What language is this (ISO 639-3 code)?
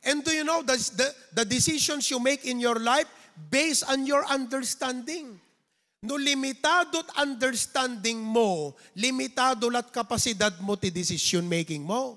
ilo